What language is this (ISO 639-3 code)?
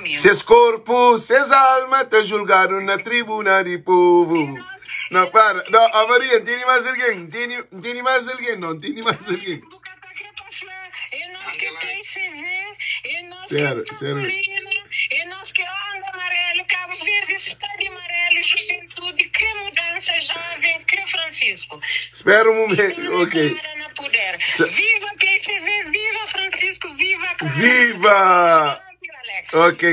kea